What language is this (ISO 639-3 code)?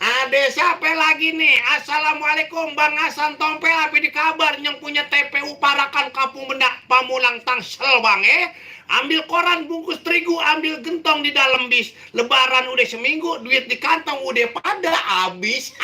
bew